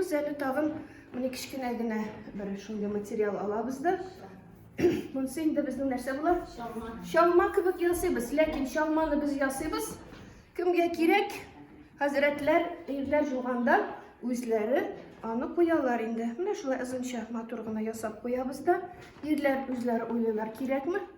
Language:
Tatar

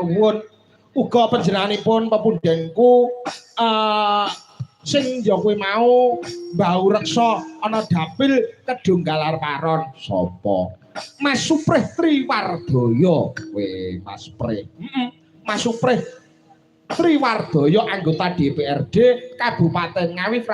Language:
Javanese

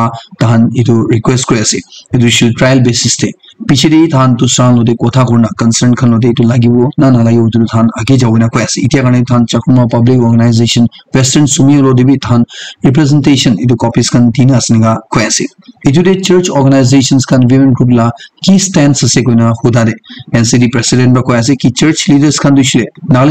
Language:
Naga Pidgin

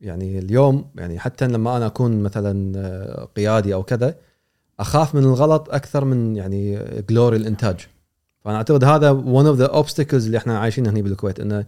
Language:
Gulf Arabic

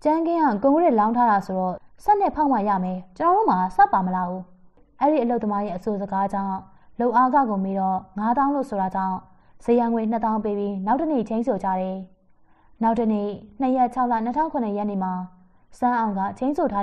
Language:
Burmese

